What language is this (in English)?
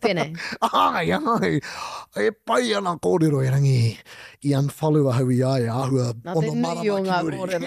Māori